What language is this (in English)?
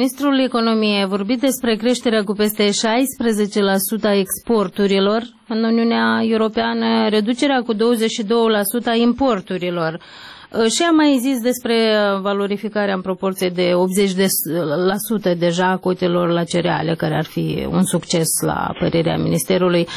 Romanian